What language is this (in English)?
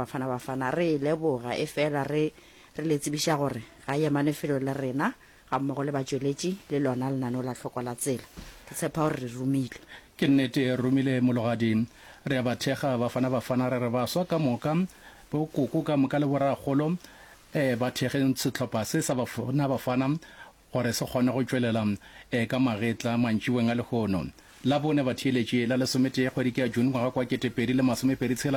Northern Sotho